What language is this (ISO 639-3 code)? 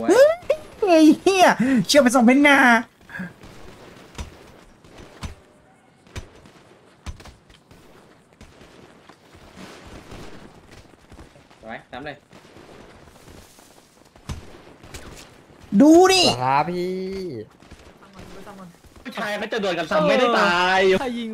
tha